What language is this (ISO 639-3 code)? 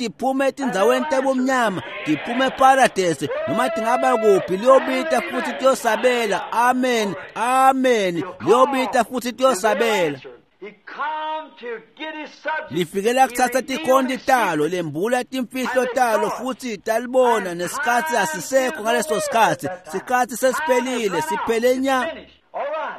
ssw